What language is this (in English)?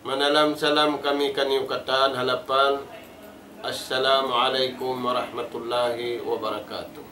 Tausug